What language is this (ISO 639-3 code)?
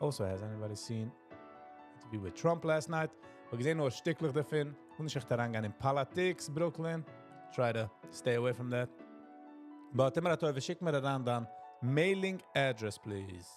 yid